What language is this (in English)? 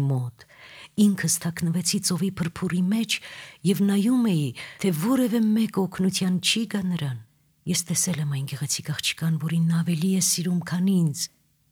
Armenian